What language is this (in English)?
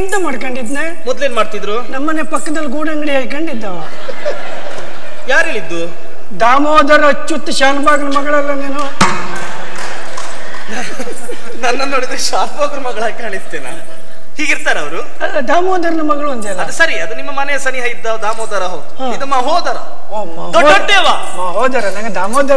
Kannada